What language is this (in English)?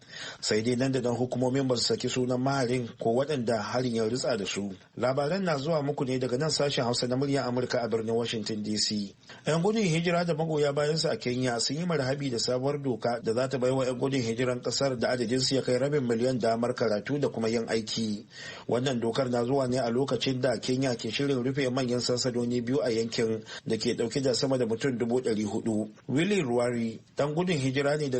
Hausa